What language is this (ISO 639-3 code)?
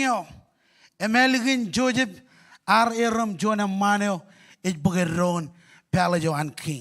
mah